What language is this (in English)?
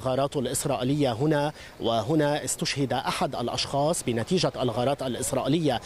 Arabic